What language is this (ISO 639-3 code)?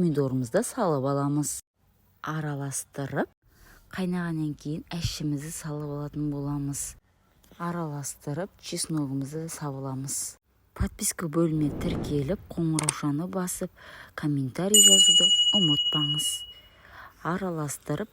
kaz